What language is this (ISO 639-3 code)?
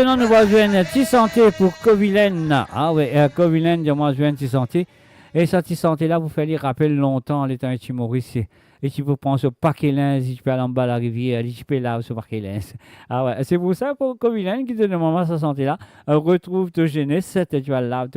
mfe